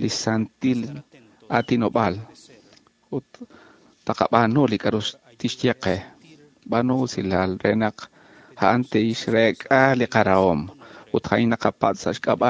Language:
Kekchí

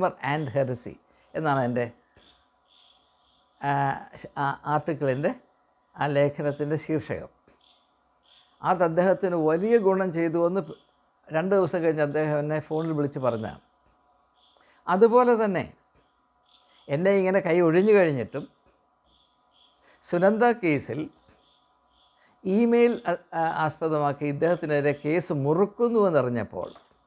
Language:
Malayalam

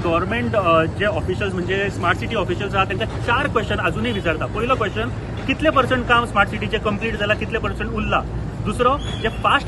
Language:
Konkani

